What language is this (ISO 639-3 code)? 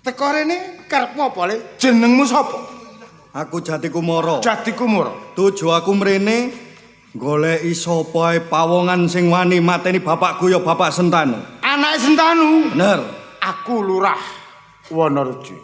jav